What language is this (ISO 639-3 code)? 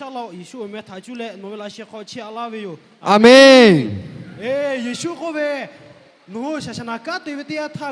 lhu